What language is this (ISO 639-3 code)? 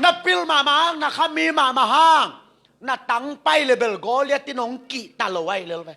ctd